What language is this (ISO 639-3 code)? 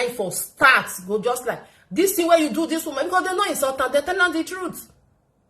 pcm